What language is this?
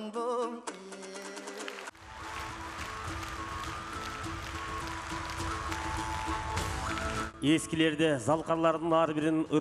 Kyrgyz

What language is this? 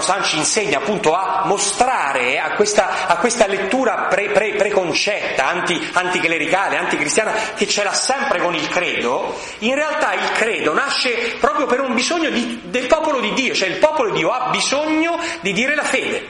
Italian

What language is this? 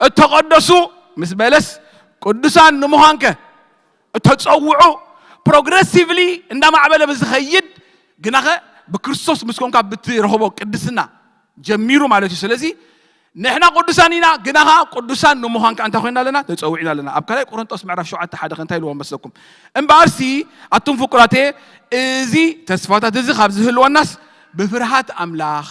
Tigrinya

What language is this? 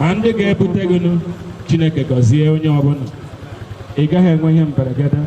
Igbo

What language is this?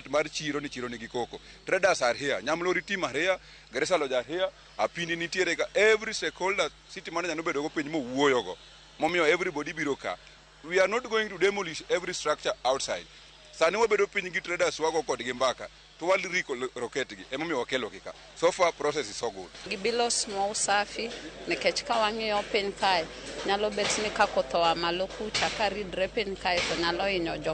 Luo (Kenya and Tanzania)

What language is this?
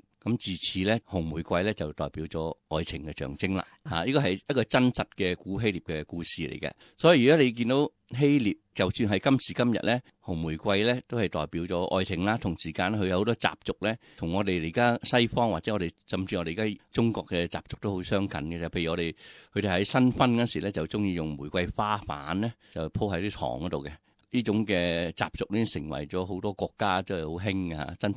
Cantonese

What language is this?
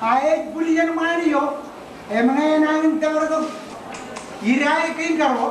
Marshallese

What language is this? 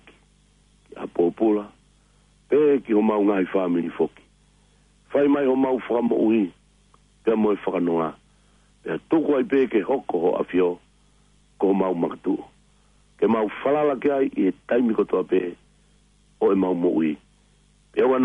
Tongan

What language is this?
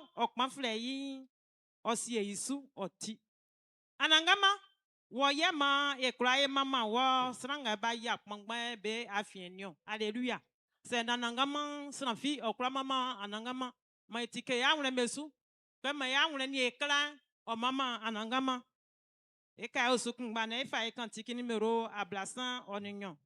Baoulé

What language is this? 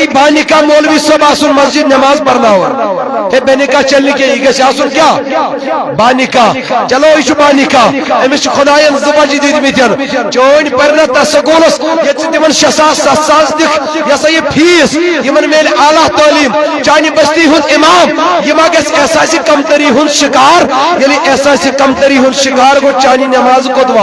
Kashmiri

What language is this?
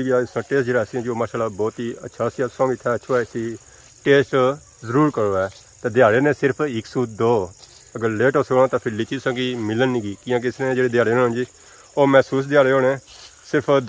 Pahari-Potwari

